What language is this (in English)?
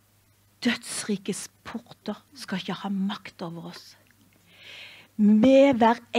Norwegian